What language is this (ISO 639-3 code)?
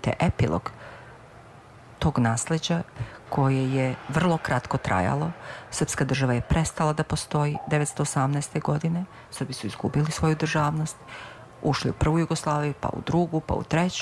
srp